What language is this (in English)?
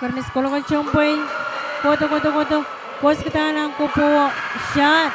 Pohnpeian